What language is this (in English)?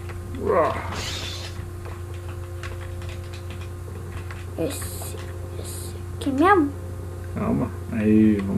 Portuguese